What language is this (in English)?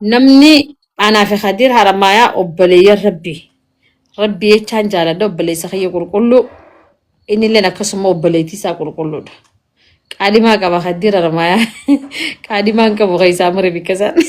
Oromo